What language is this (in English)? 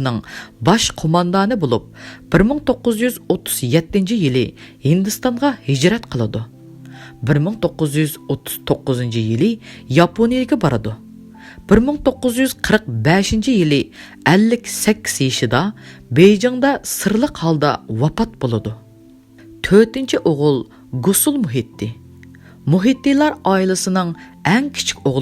Uyghur